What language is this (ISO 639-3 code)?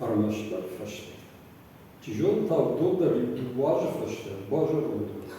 oss